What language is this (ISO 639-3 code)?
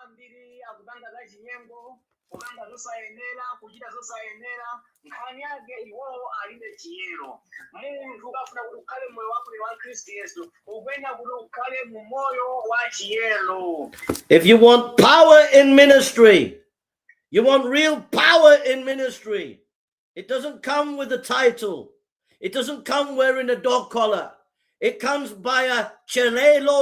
nya